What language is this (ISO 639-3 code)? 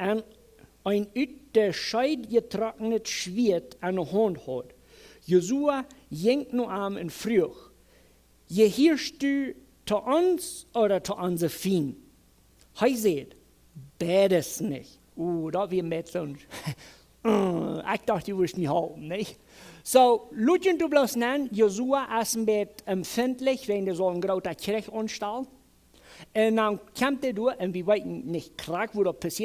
pdt